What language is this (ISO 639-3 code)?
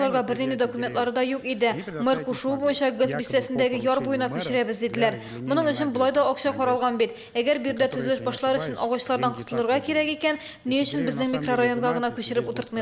tat